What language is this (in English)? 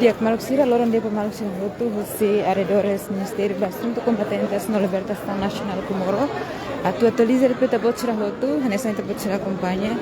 Tetum